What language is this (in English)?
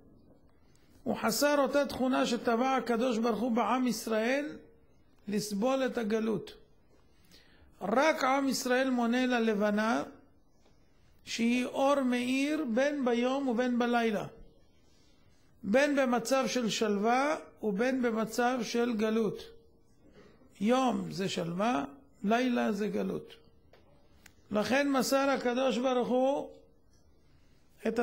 Hebrew